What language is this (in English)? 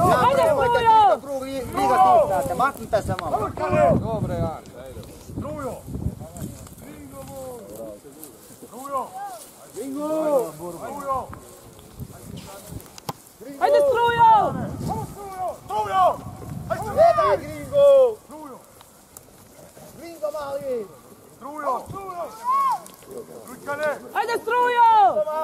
Croatian